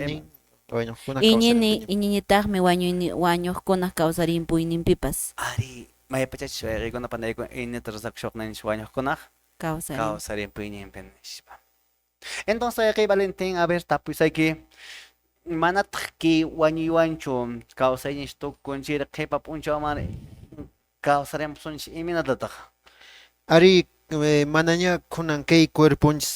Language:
Quechua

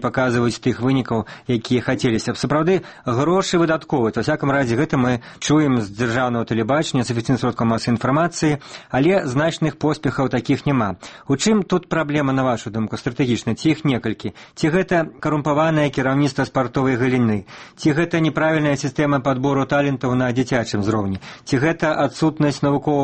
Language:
Belarusian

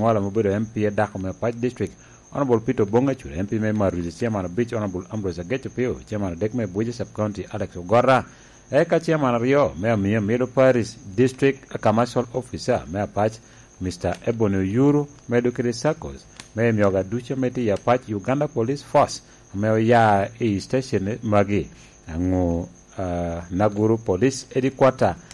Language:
Lango (Uganda)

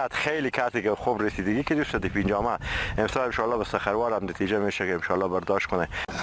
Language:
Persian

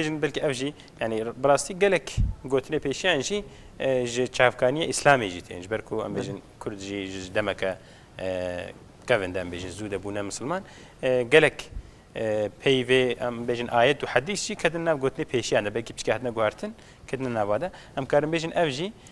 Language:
Kurdish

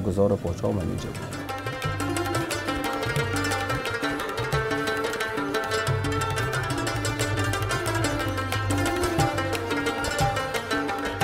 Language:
Persian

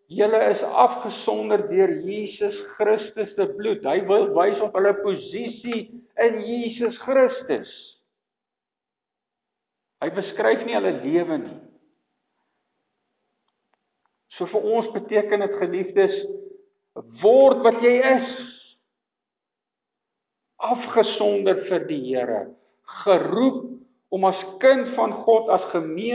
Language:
Afrikaans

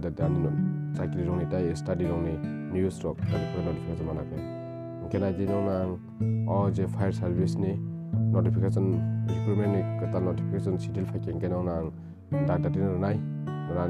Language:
Kok Borok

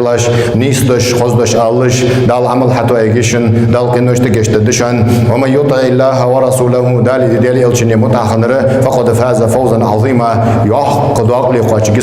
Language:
Ingush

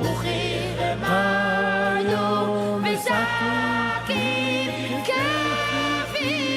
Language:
Yiddish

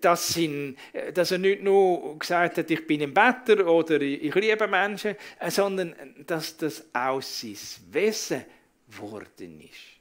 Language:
Swiss German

